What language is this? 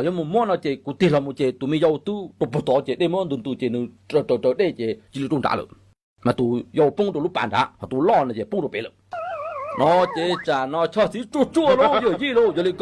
Hmong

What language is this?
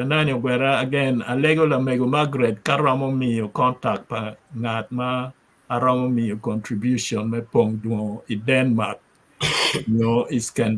Acoli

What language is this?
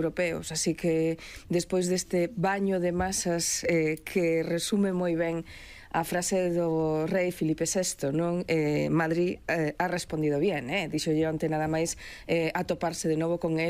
Galician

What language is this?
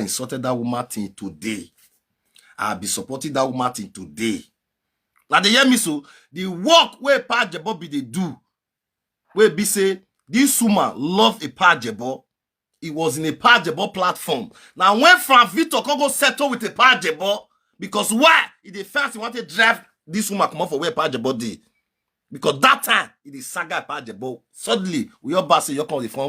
Nigerian Pidgin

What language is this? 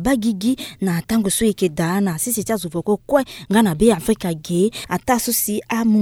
Sango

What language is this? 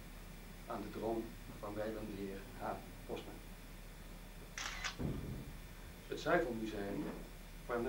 Dutch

